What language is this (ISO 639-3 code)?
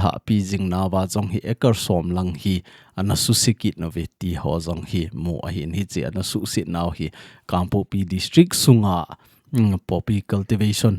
tcz